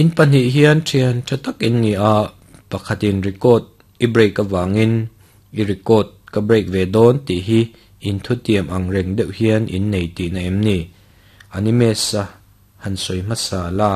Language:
Mizo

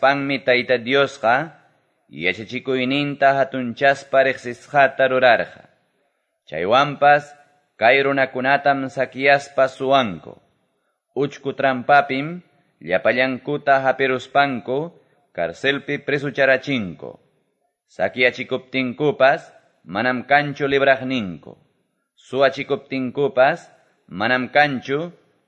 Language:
Quechua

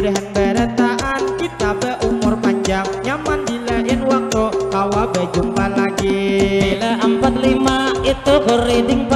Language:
Banjar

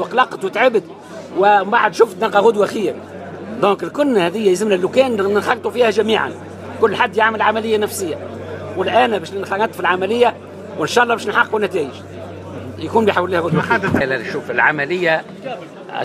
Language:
Tunisian Arabic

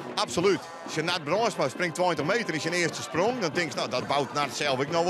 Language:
Western Frisian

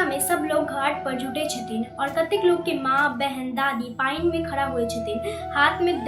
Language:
Maithili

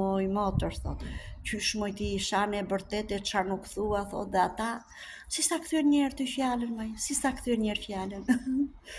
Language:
Albanian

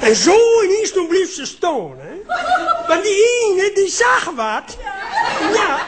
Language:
Limburgish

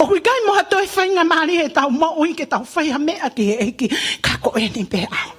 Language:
Tongan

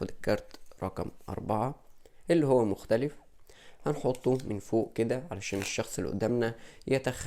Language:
Egyptian Arabic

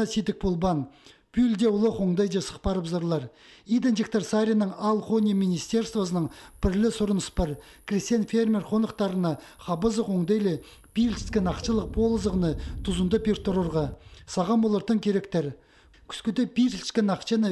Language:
Khakas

